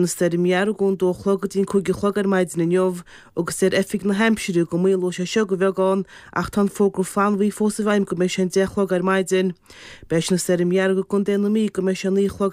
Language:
Irish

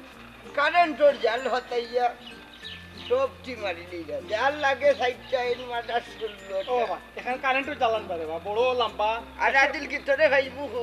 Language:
Sylheti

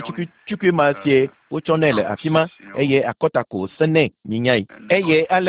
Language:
Ewe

